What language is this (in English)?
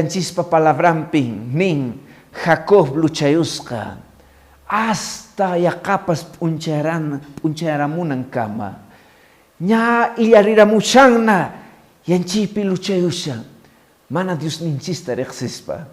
Quechua